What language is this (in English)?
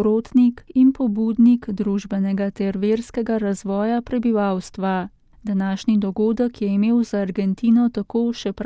Slovenian